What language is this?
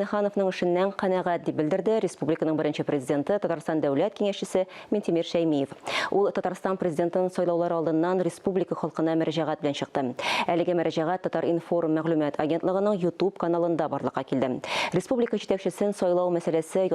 Tatar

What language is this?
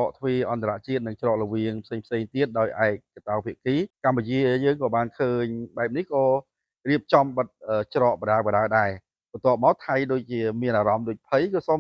Khmer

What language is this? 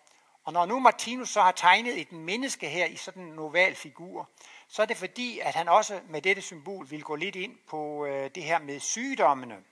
Danish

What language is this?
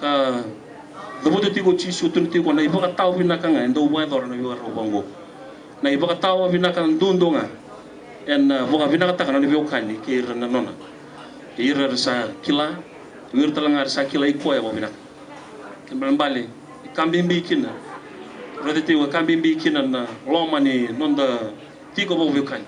Fijian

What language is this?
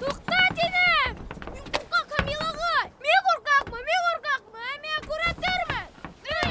Bashkir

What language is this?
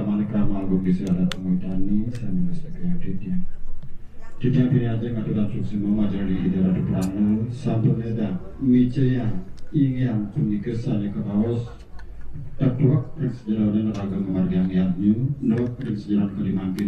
Balinese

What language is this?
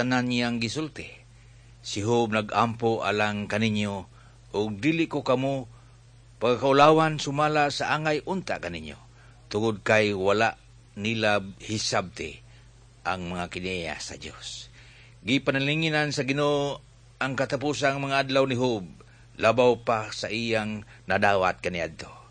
Cebuano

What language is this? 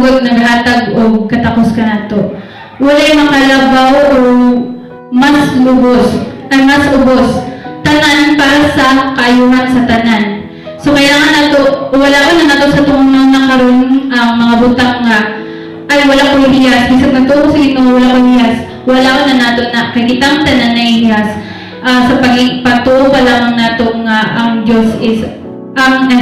Cebuano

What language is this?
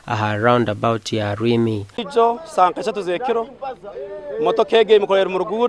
Nyankole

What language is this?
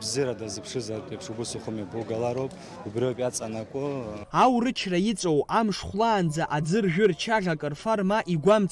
Abkhazian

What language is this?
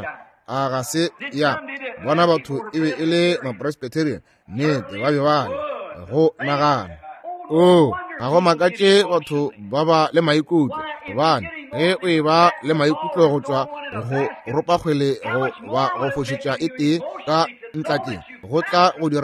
Northern Sotho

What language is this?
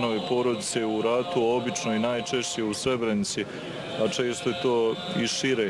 Bosnian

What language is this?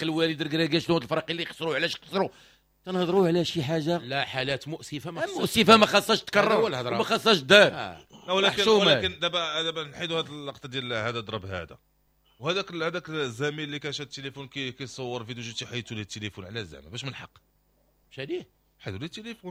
Moroccan Arabic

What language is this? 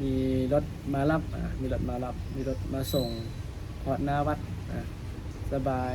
Lao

